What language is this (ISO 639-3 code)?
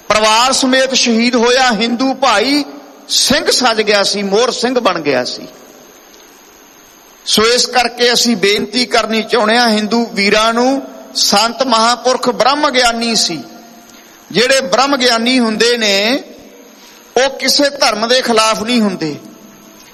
pan